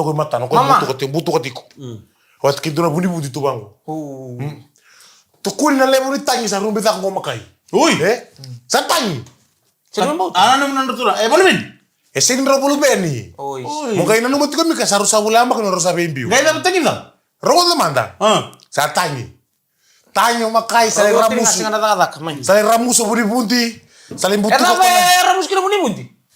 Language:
Fijian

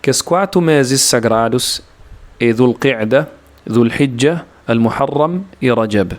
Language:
Kabuverdianu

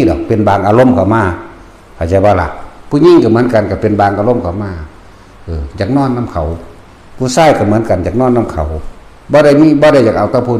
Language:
Northeastern Thai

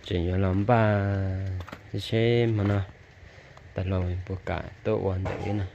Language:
Hmong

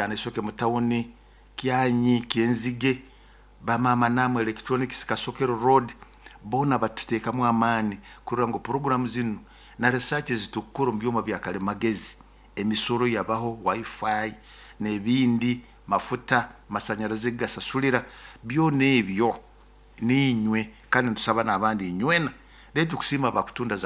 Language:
Nyoro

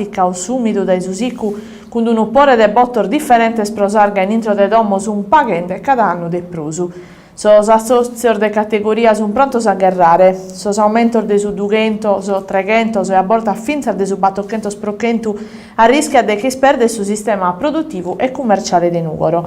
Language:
Sardinian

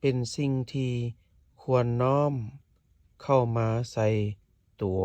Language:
Lao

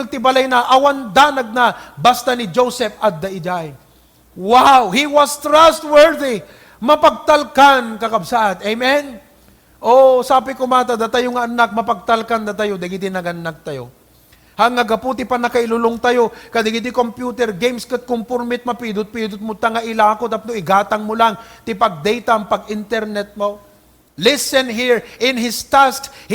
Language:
Iloko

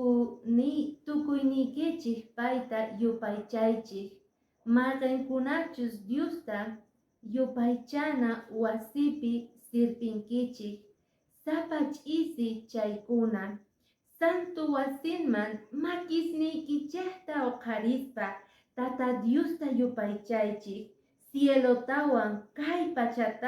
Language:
Quechua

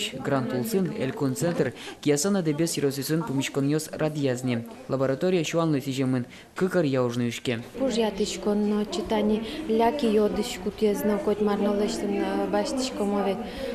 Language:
Udmurt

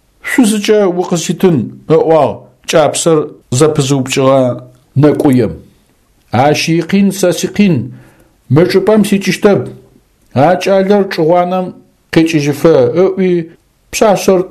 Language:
Adyghe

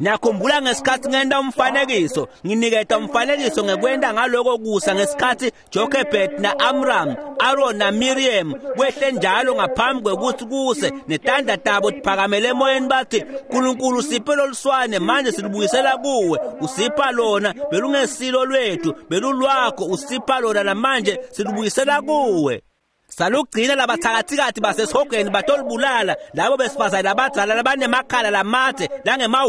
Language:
Swati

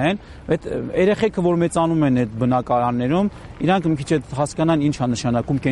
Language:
Armenian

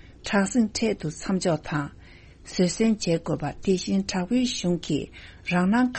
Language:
Tibetan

